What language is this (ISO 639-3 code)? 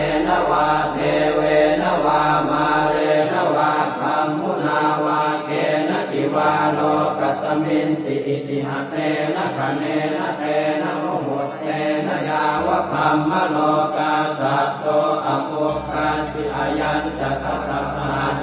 pli